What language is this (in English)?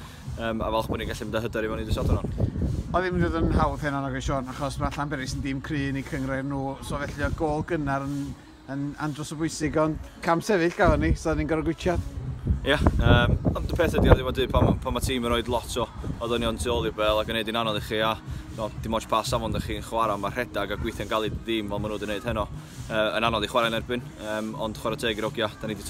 Welsh